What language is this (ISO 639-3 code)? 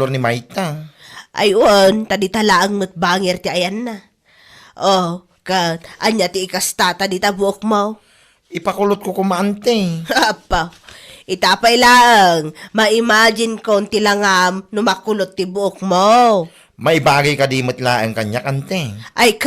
ilo